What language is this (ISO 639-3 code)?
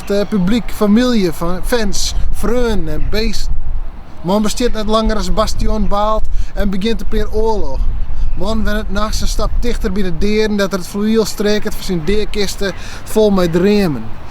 fry